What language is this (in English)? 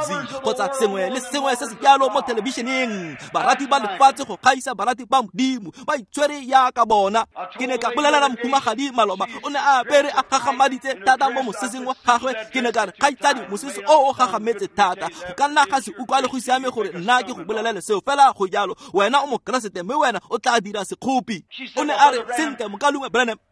Tswana